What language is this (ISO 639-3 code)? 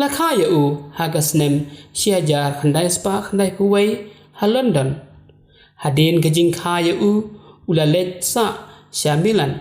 kha